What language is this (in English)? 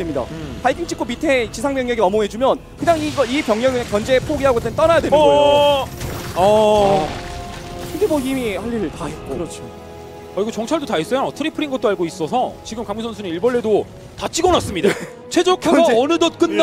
Korean